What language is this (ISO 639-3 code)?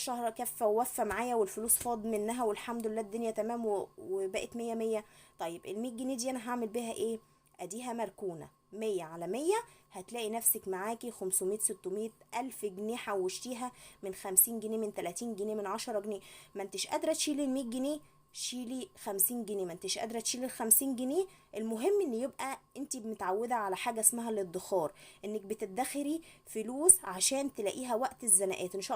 arz